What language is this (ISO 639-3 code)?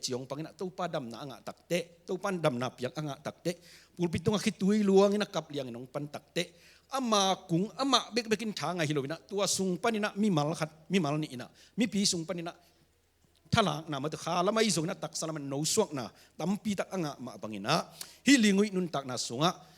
ctd